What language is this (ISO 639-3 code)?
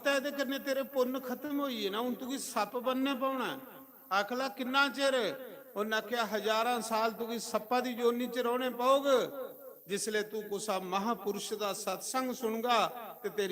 doi